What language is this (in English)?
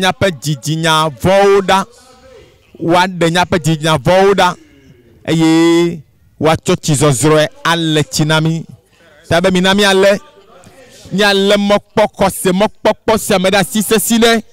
Ewe